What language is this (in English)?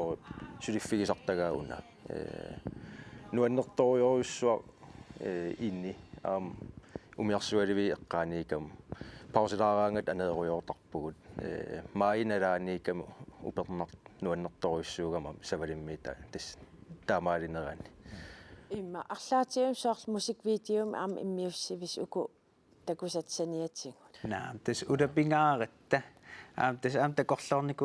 Kalaallisut